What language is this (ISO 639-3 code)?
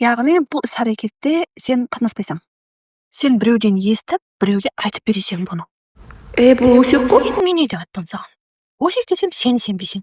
kaa